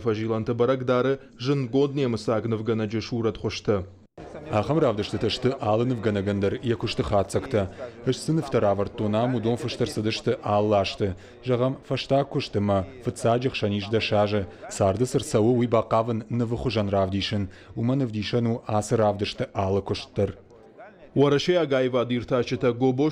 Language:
Ossetic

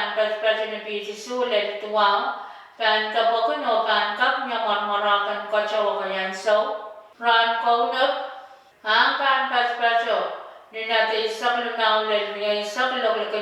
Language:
Pohnpeian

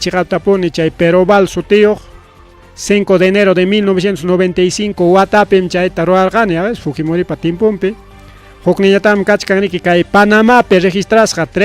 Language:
Ayacucho Quechua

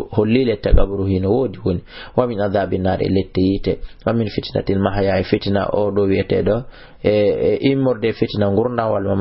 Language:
Fula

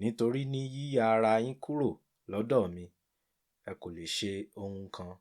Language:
Yoruba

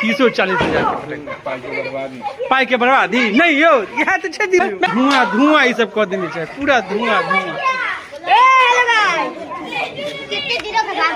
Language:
Maithili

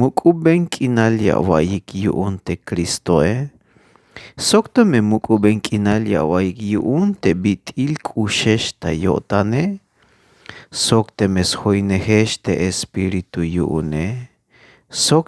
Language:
Tzeltal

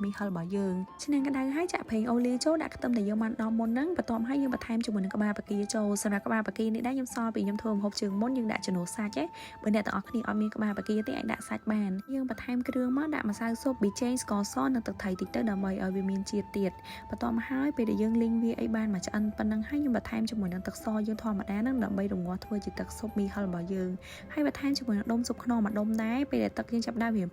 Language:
Khmer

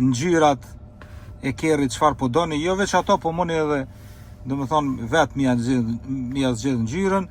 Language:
Albanian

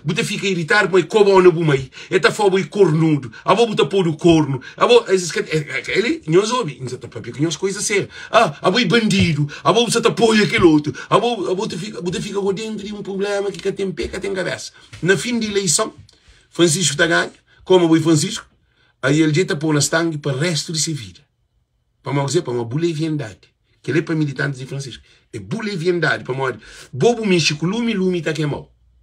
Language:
Kabuverdianu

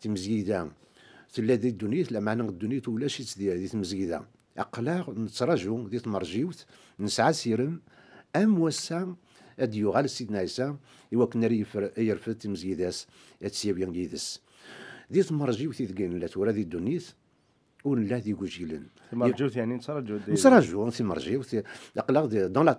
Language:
Kabyle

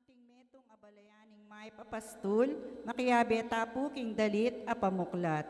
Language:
Pampanga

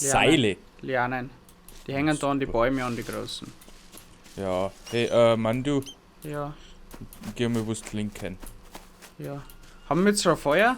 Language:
Bavarian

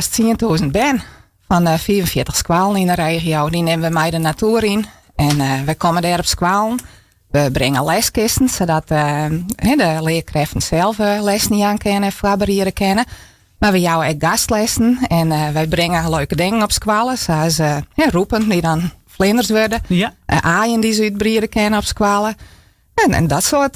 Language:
Western Frisian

